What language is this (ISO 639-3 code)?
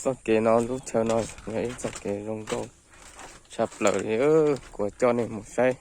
hmn